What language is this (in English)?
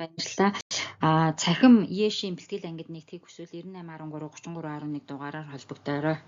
Mongolian